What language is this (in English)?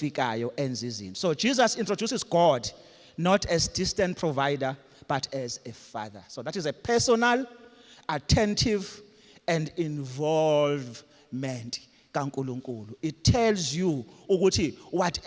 Zulu